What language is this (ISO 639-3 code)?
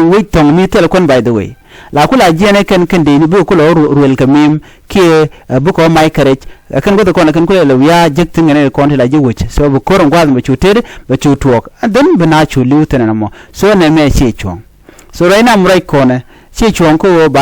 nus